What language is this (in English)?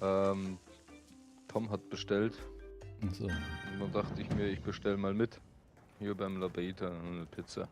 Bavarian